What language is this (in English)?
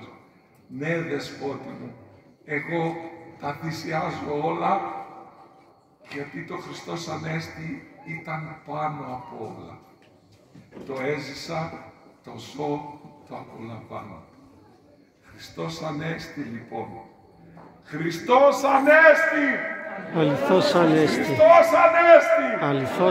Greek